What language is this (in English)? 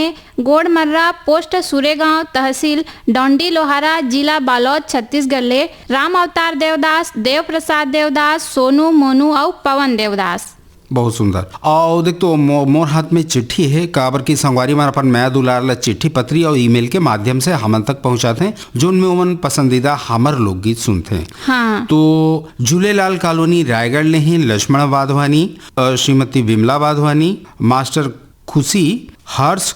Chhattisgarhi